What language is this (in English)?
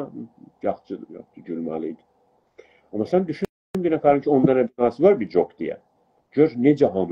South Azerbaijani